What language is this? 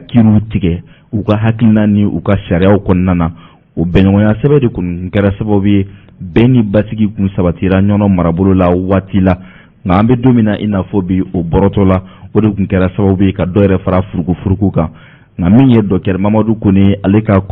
Bambara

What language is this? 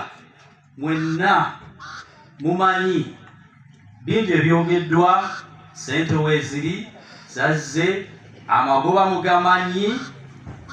Ganda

